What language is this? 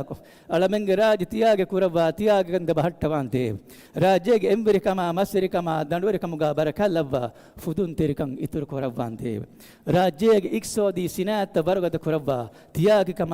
Divehi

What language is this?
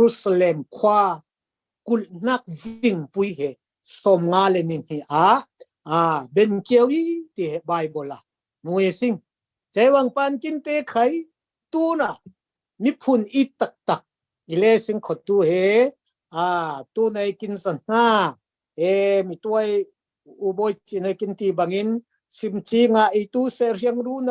Falam Chin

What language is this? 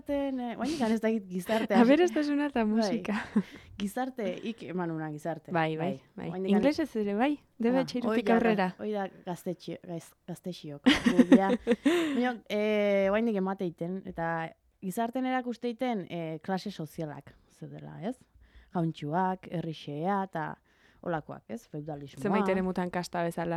Basque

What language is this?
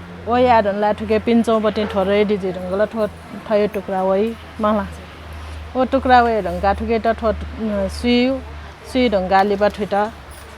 Newari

